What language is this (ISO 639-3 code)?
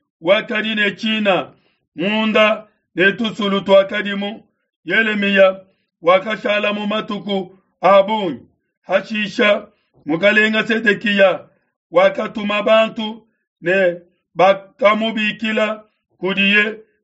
lua